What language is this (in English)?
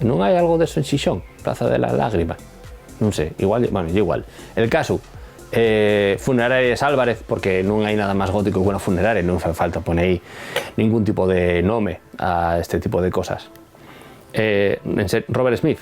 Asturian